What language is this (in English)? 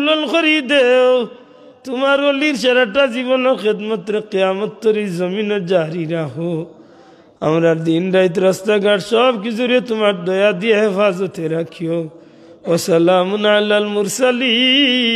Sylheti